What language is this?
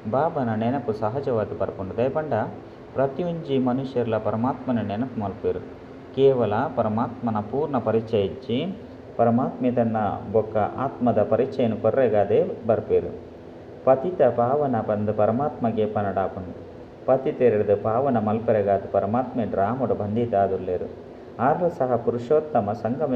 Tulu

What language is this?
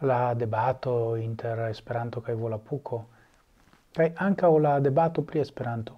Esperanto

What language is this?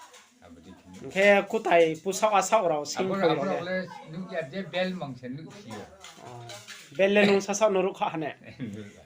Riang (India)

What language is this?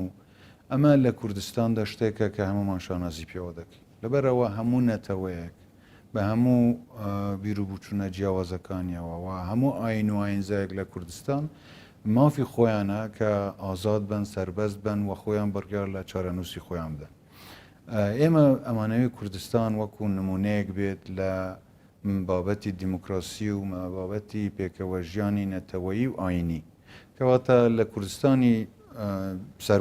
Central Kurdish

